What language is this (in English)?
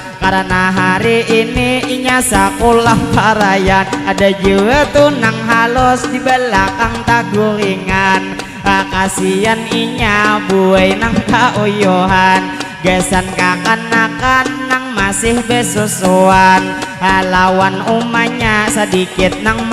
Banjar